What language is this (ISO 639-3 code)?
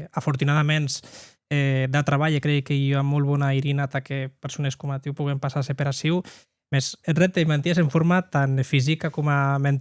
oci